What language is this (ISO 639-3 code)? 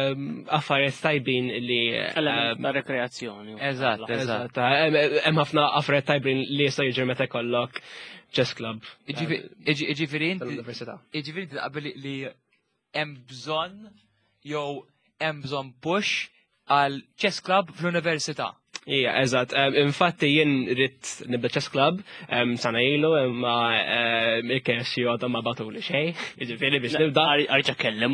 mlt